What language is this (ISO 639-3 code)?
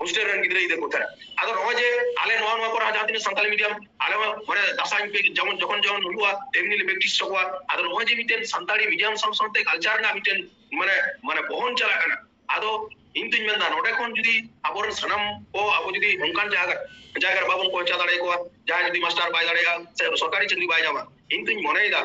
sat